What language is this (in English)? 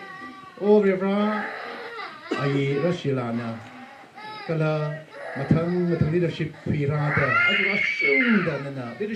Tangkhul Naga (India)